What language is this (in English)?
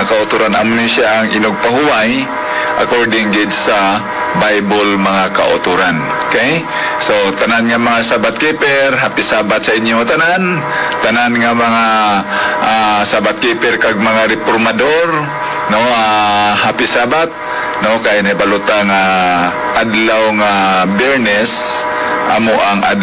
Hiligaynon